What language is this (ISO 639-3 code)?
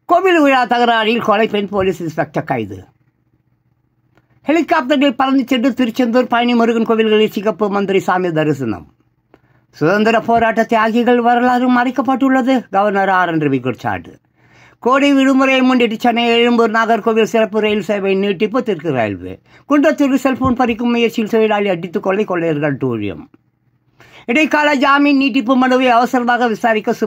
tam